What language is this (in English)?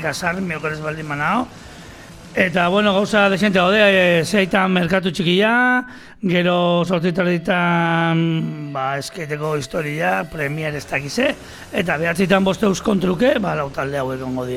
Basque